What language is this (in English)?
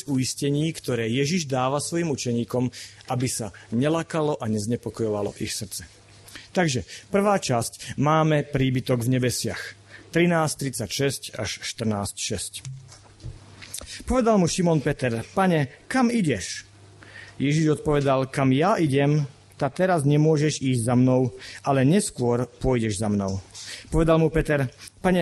Slovak